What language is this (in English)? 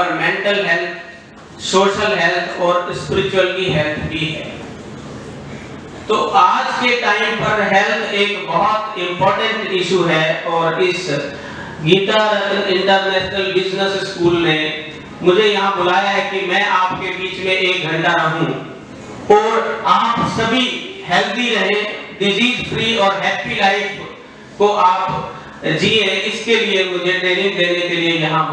Hindi